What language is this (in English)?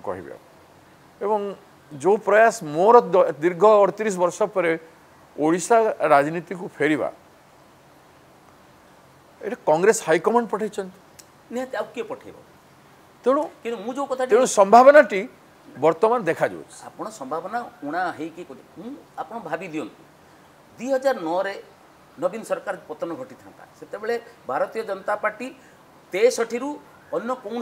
Odia